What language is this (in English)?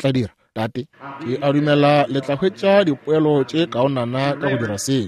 Northern Sotho